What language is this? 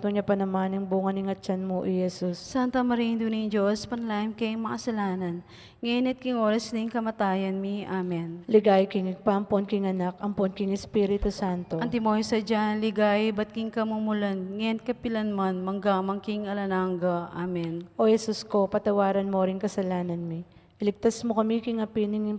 Pampanga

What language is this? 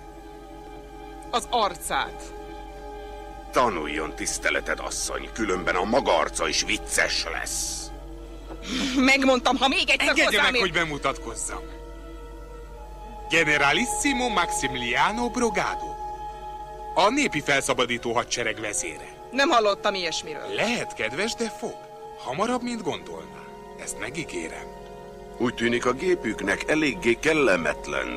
Hungarian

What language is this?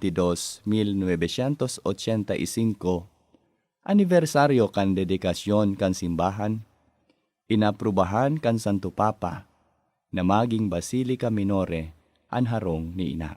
Bikol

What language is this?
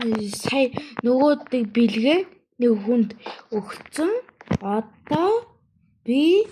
Mongolian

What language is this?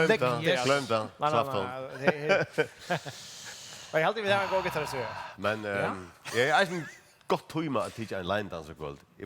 Faroese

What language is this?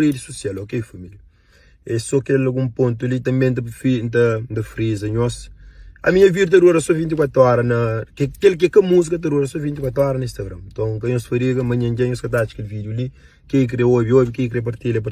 Kabuverdianu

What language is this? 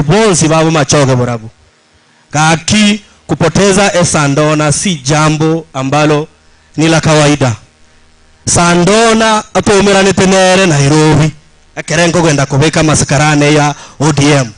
Gusii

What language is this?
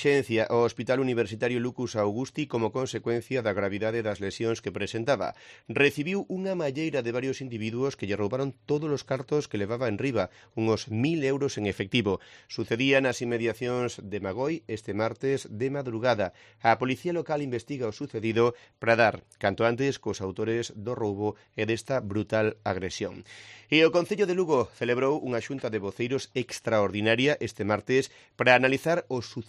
Galician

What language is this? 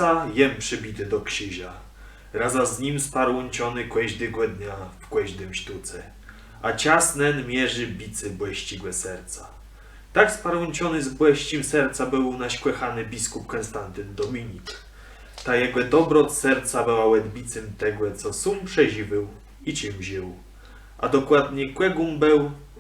Kashubian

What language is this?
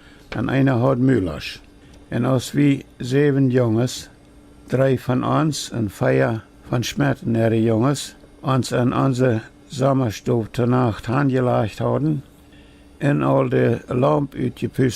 Plautdietsch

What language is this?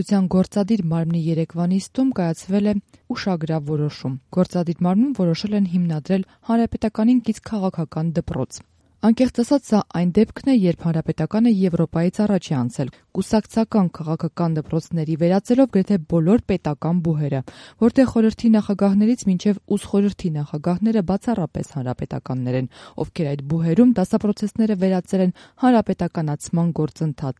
Armenian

